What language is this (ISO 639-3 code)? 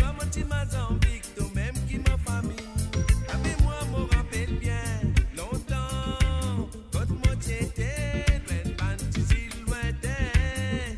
mfe